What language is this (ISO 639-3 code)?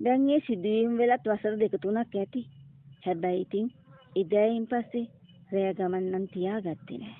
sin